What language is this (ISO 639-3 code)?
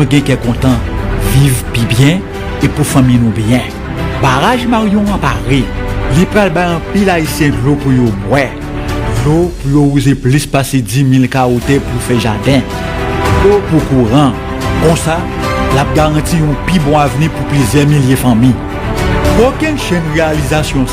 hat